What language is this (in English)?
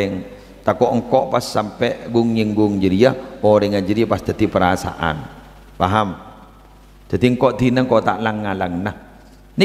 Madurese